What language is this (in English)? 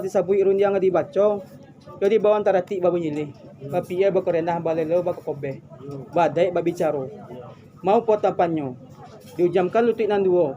Minangkabau